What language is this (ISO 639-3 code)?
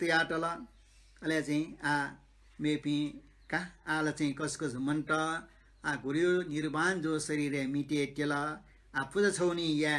new